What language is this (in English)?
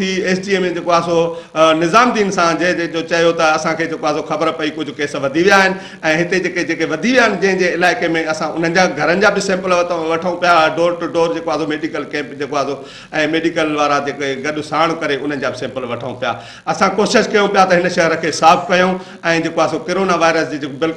Sindhi